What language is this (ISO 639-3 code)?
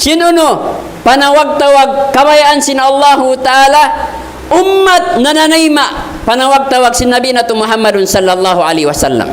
tsg